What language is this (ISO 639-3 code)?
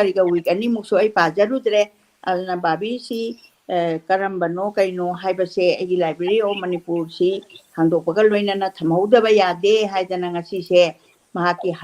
mni